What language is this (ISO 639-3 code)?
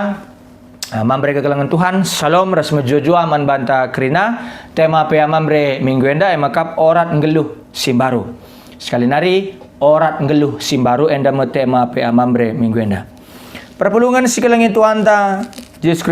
btx